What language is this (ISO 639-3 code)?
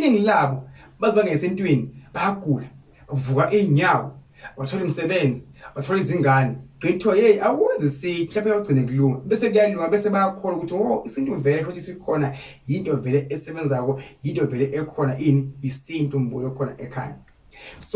zul